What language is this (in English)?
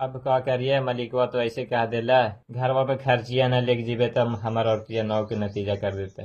Magahi